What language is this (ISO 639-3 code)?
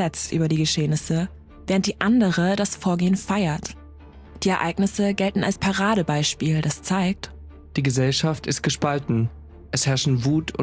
deu